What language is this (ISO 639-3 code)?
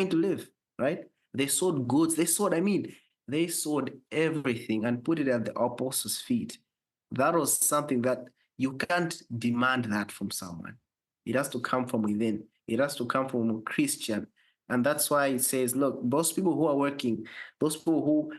eng